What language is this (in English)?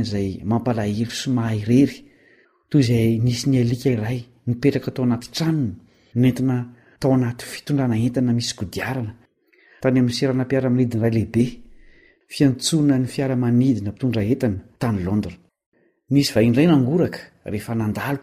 Malagasy